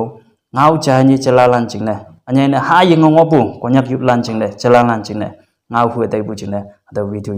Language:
Konyak Naga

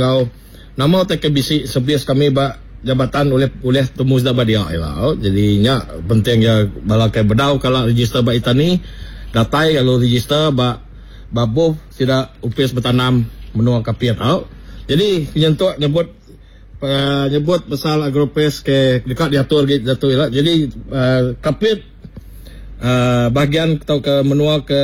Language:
Iban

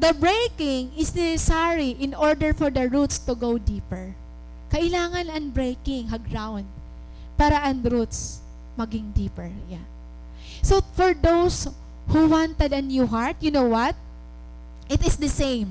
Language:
Waray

